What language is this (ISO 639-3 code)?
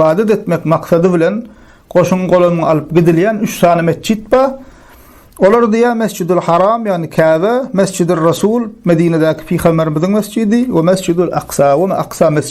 tuk